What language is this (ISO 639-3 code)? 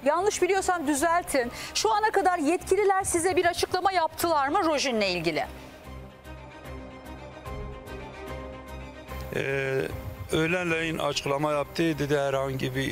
tur